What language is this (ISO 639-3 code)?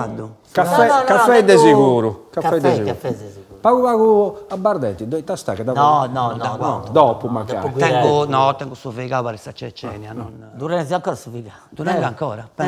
srd